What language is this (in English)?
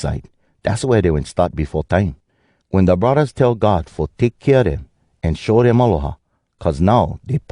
Hawai'i Creole English